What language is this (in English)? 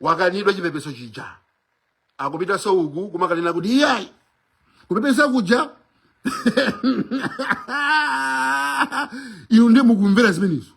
Nyanja